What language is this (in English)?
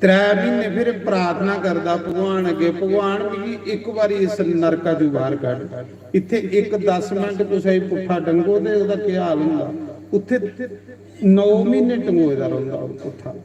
Dogri